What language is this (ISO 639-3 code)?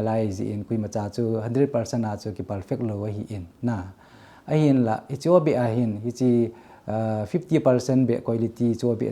tcz